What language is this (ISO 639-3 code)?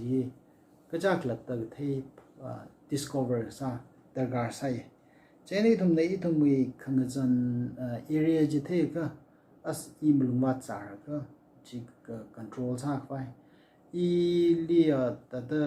nmf